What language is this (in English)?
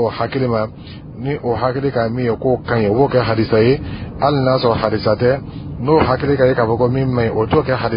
Dyula